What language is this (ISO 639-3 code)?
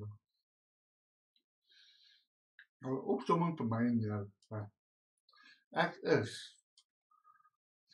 afr